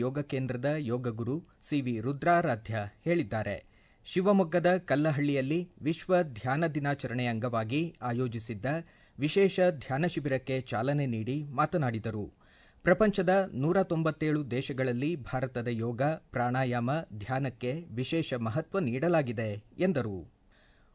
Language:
Kannada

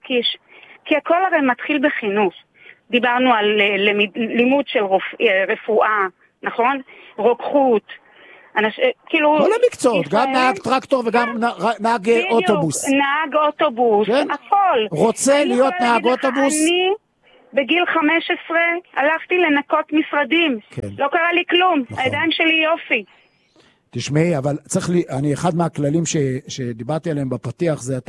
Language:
Hebrew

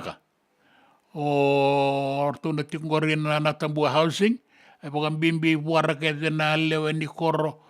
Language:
Fijian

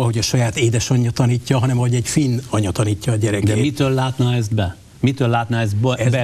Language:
Hungarian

